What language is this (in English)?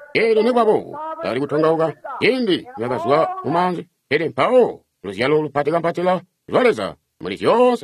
Tonga (Zambia)